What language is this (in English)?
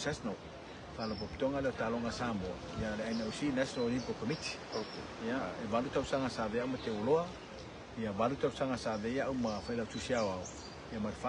Samoan